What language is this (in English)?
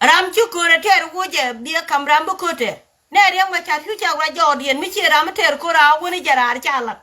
Nuer